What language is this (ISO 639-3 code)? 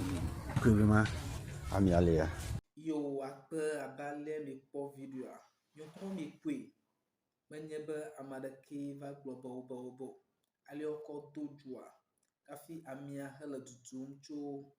ewe